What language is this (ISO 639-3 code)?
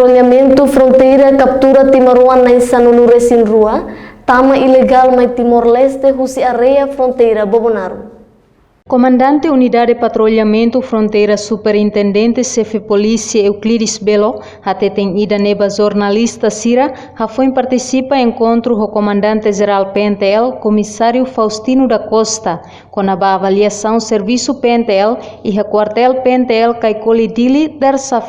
tet